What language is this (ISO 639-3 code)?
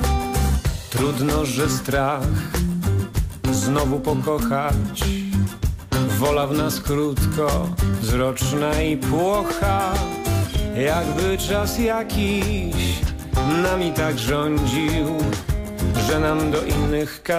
pol